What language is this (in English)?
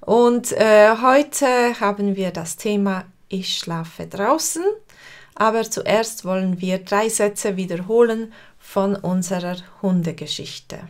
Swiss German